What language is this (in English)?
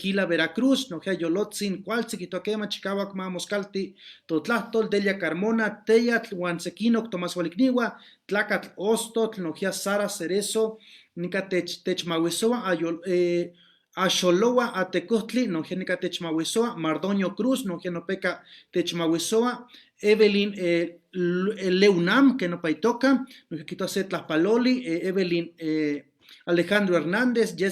Eastern Huasteca Nahuatl